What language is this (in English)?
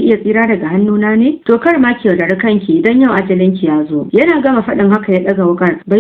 Hausa